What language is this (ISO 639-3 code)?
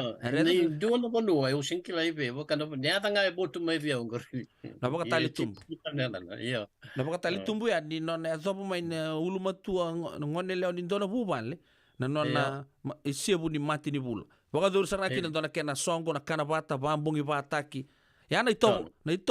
fij